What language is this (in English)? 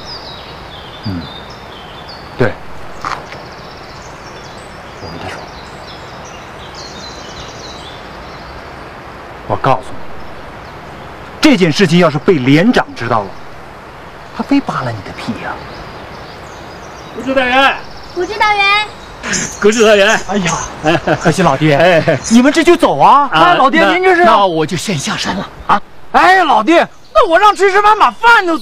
Chinese